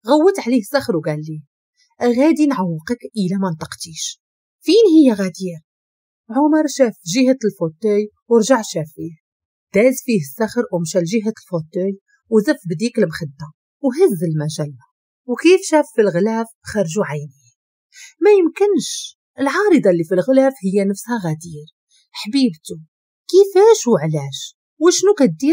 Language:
Moroccan Arabic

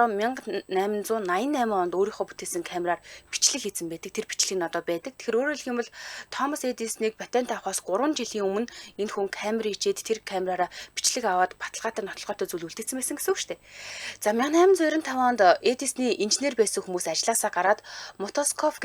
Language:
Mongolian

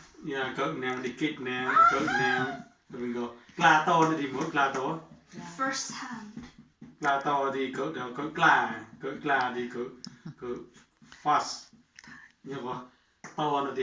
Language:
Mon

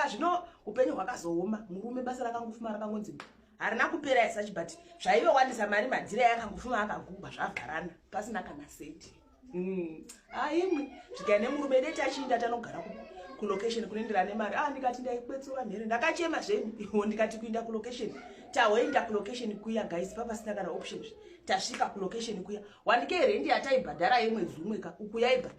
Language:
Shona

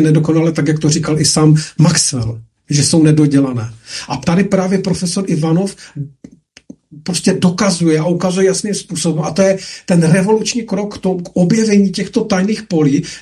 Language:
Czech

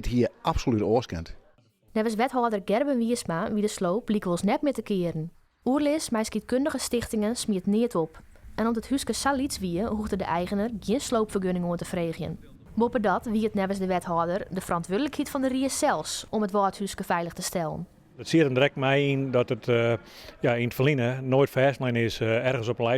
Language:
Western Frisian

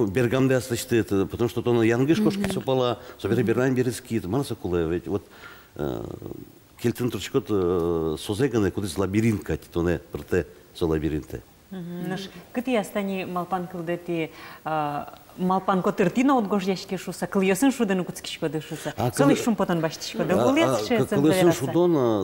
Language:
Udmurt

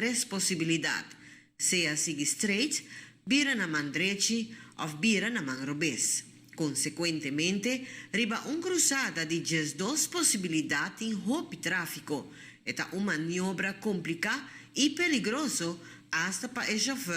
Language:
Papiamento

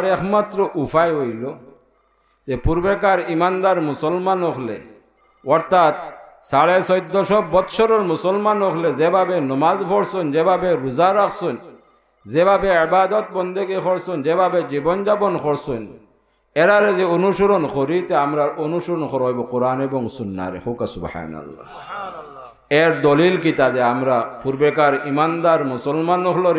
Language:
Sylheti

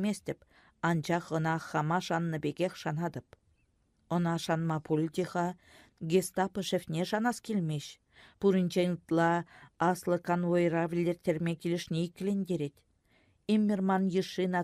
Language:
Chuvash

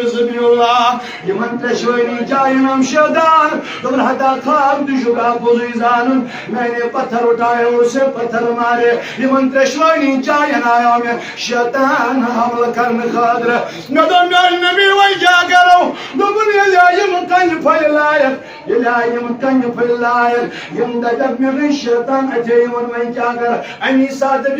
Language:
Kashmiri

